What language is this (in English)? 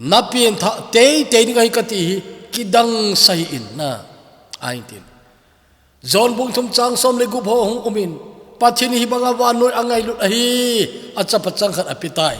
Thado Chin